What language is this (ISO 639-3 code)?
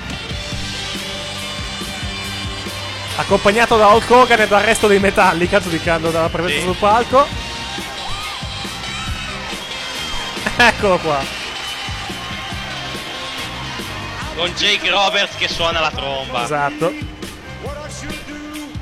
ita